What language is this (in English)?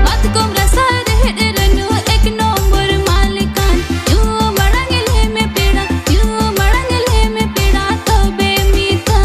Santali